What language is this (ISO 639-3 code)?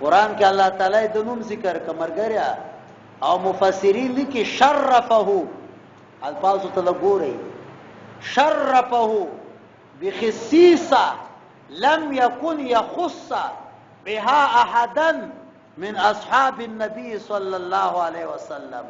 pus